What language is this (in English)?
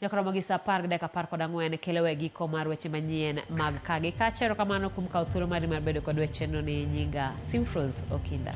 Luo (Kenya and Tanzania)